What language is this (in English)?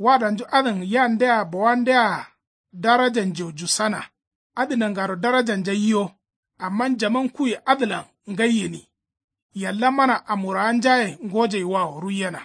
Kanuri